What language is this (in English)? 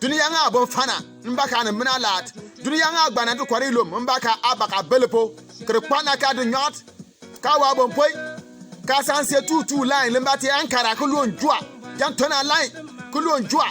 Bimoba